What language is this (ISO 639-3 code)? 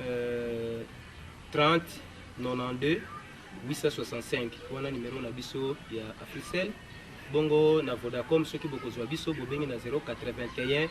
lin